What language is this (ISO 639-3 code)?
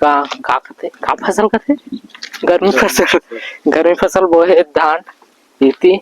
hne